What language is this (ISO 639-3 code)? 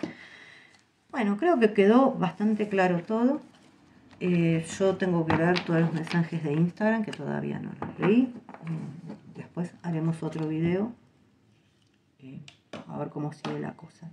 spa